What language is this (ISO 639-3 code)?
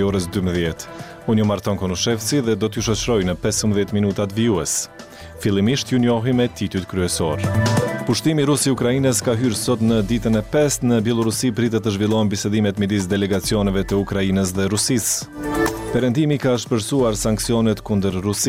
sqi